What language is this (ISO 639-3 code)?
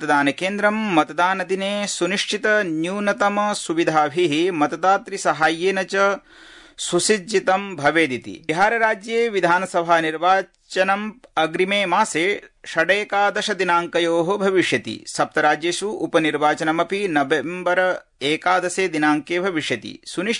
san